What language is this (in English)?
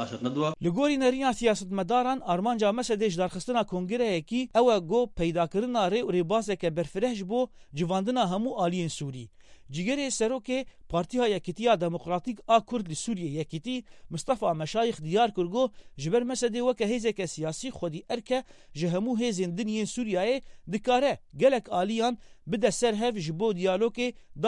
Kurdish